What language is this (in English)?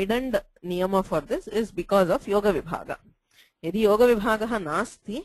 Sanskrit